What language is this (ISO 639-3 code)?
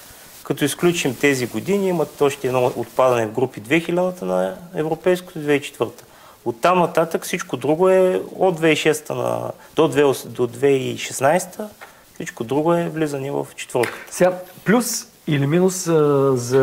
bul